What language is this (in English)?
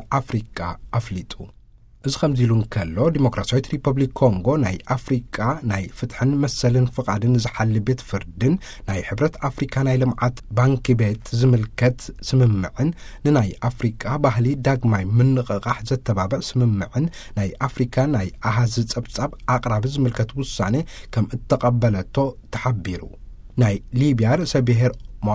Tigrinya